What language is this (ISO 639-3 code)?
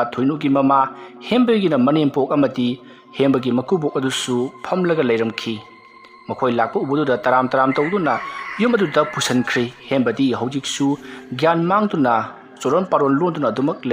mni